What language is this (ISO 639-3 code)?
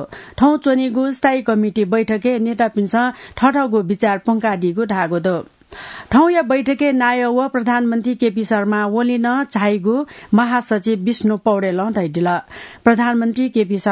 new